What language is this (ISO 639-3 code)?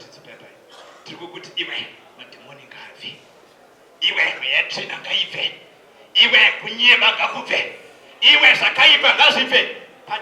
sna